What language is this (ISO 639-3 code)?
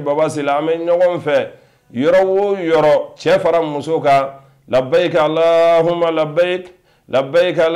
bam